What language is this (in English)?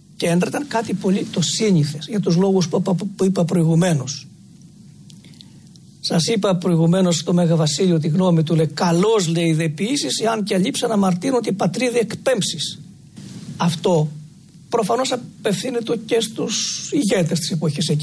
Greek